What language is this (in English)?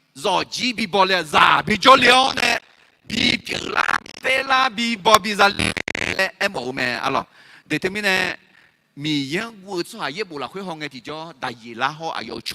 Akha